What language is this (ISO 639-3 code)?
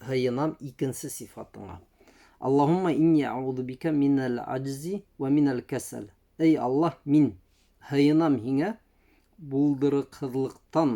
bak